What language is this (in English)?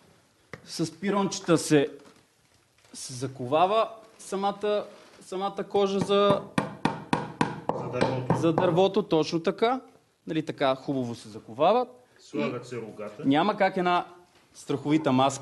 Bulgarian